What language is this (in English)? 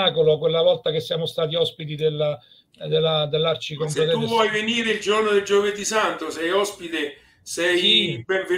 Italian